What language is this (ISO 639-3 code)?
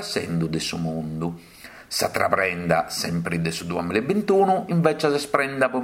srd